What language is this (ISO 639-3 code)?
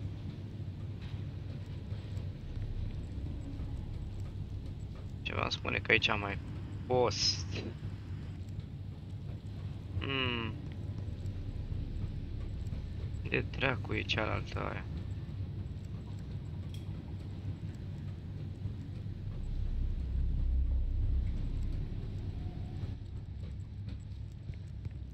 ron